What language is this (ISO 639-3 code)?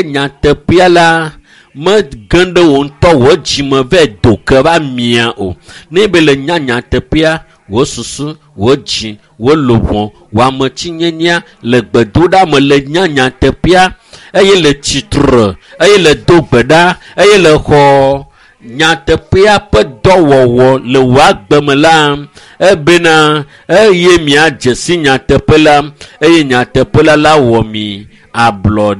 ewe